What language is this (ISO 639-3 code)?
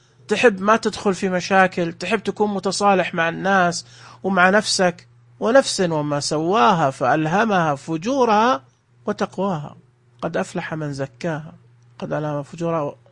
ars